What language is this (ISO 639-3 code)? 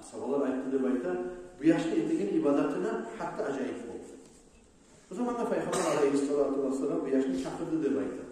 kum